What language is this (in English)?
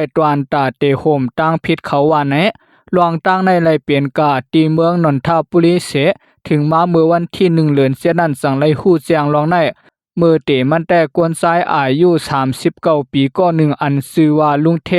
Shan